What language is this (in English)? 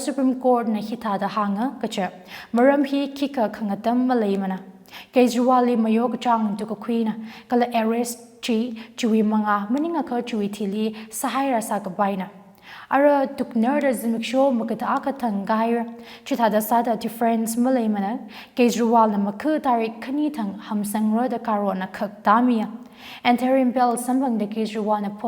Tangkhul Naga (India)